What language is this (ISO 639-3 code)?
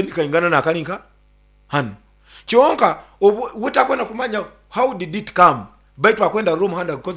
nyn